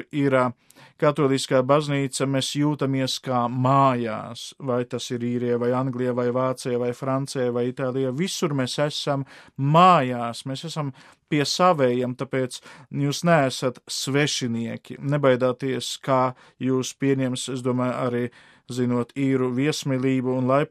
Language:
Latvian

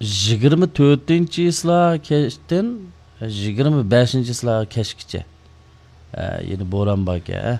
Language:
Uyghur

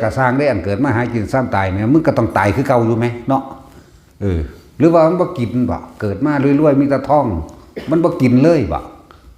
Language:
Northeastern Thai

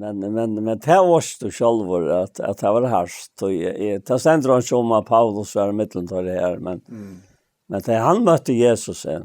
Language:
Faroese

